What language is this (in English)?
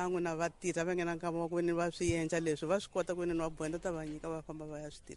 Tsonga